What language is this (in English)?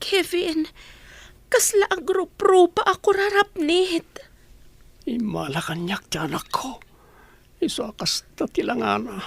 Iloko